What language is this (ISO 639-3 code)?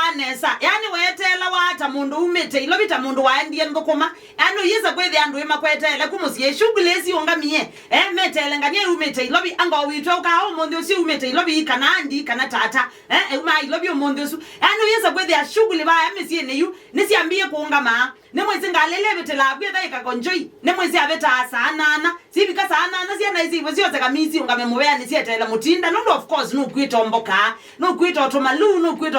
kam